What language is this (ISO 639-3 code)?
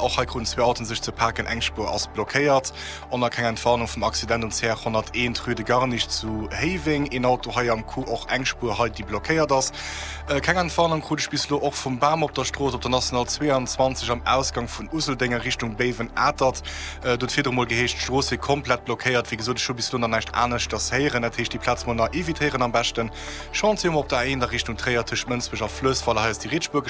ltz